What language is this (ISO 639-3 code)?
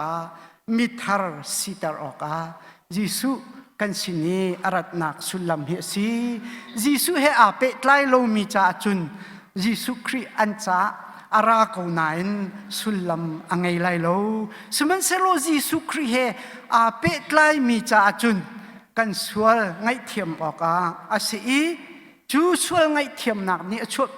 cnh